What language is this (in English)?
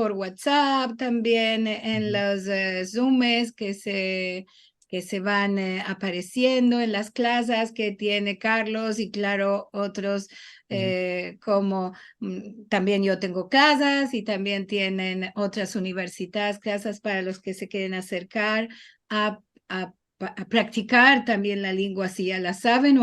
Ladino